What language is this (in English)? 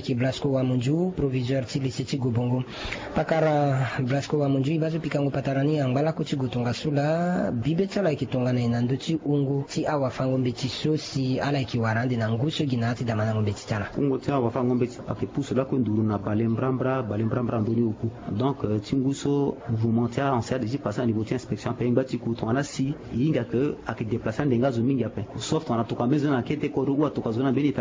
Sango